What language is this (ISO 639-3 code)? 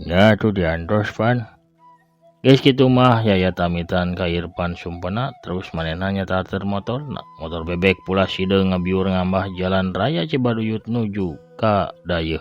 sun